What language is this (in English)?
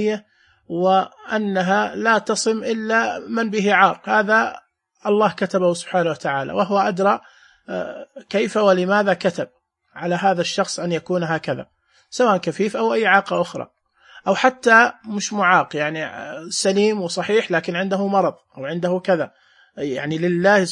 Najdi Arabic